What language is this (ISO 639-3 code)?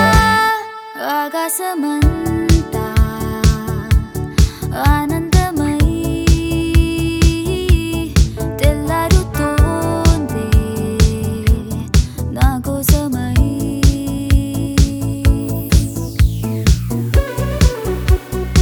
tel